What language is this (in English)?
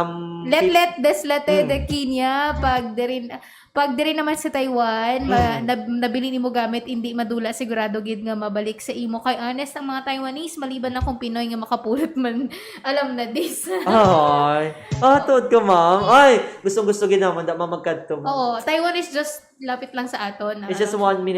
Hiligaynon